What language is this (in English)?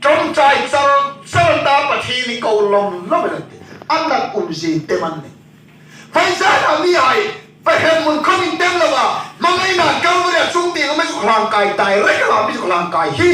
Hmar